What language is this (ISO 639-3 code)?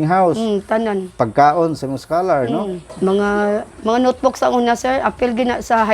ceb